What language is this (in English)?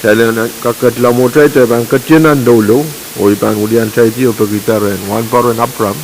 Pohnpeian